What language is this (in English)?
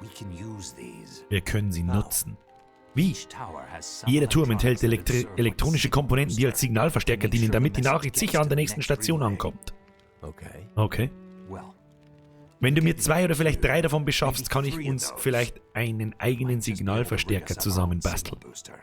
Bavarian